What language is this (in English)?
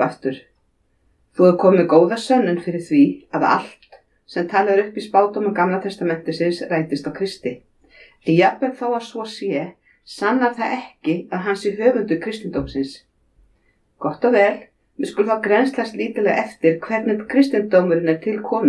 Icelandic